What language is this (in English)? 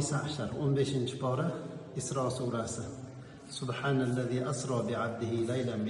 Uzbek